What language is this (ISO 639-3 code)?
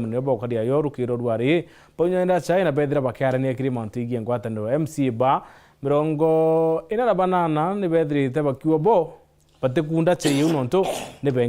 mer